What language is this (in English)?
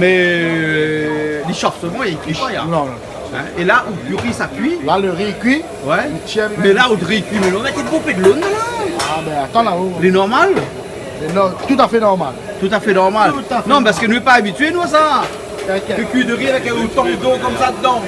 Réunion Creole French